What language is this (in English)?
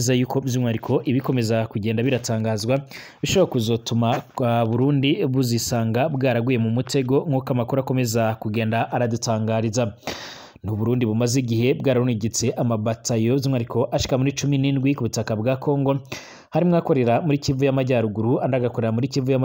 Rundi